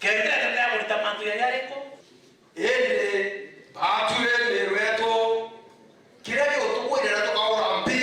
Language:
Meru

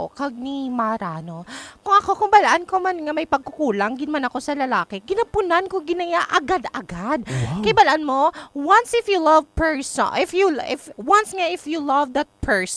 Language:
Hiligaynon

